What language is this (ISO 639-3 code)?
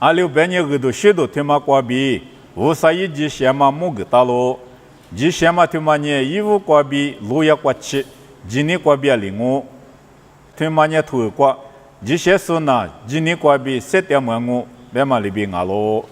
lis